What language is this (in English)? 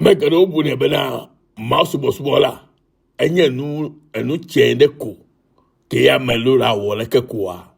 Ewe